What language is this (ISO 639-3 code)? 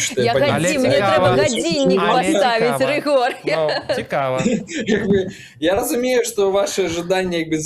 bel